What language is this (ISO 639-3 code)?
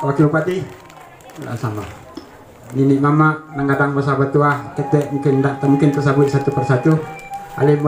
min